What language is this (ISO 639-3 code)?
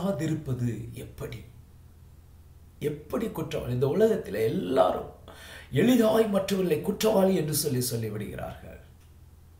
tam